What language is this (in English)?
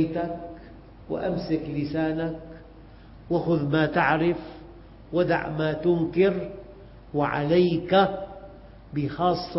Arabic